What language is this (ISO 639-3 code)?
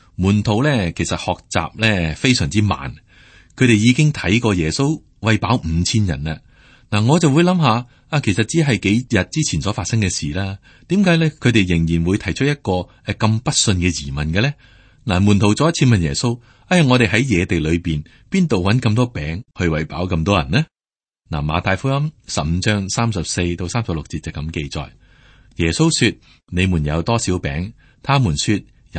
yue